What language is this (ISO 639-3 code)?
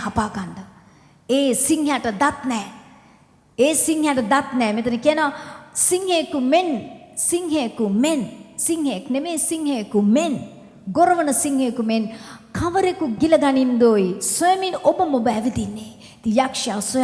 sin